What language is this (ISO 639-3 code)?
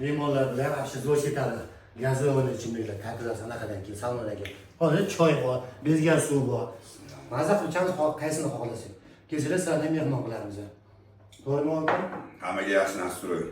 uzb